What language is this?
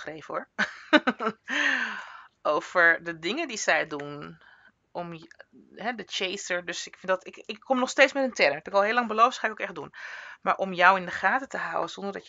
Dutch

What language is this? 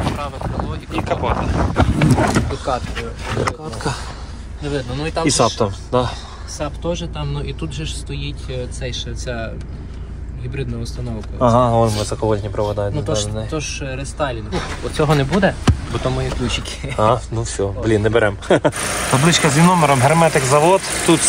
Ukrainian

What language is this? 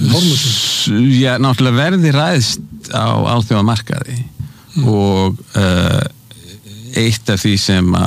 Icelandic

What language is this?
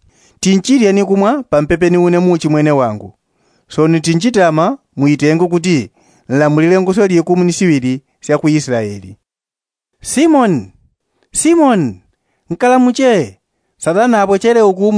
Yao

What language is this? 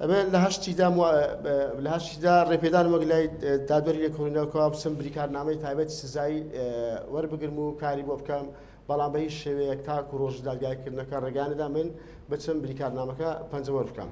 Central Kurdish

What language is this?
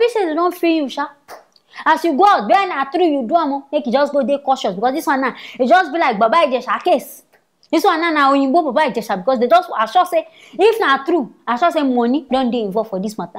Nigerian Pidgin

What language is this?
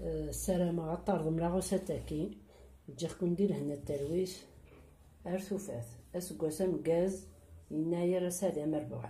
Kabyle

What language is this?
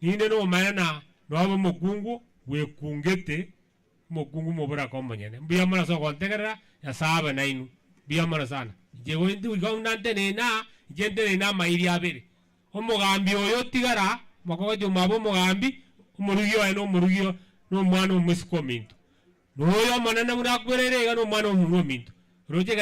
Gusii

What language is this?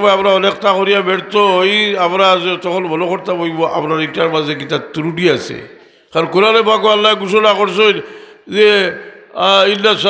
Sylheti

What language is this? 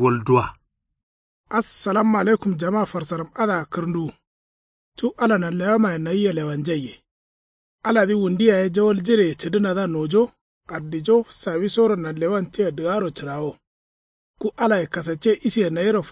Kanuri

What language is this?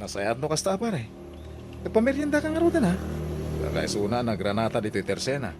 Iloko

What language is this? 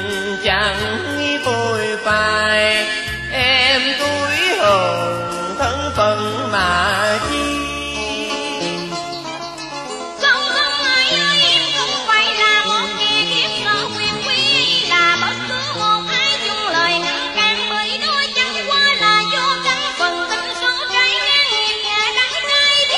Vietnamese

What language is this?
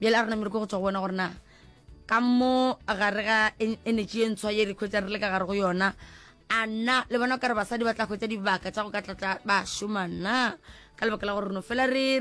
Northern Sotho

